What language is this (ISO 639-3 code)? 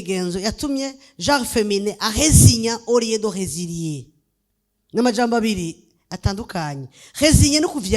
run